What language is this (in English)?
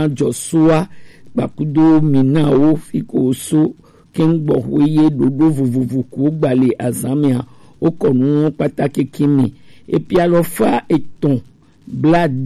Gen